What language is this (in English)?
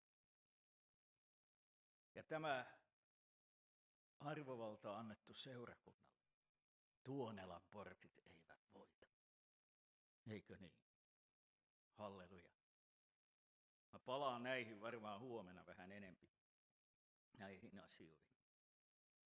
Finnish